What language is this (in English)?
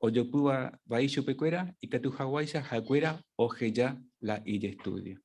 Guarani